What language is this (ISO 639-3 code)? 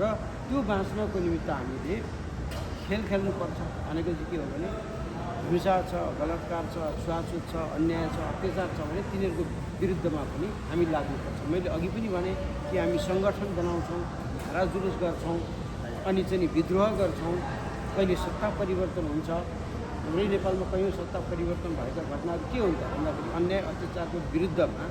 nep